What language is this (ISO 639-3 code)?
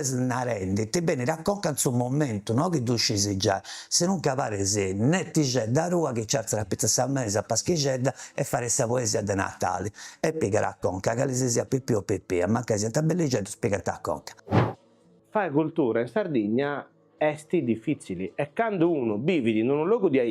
srd